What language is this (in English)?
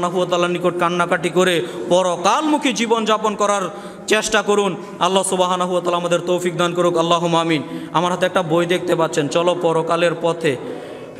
Bangla